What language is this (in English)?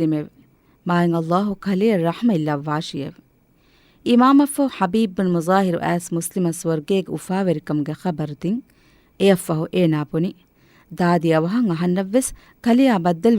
Divehi